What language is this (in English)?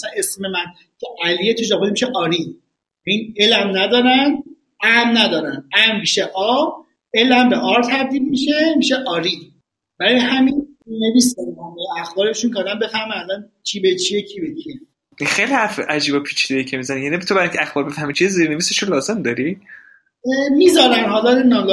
Persian